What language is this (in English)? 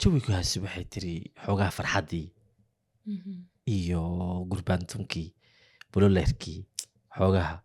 Somali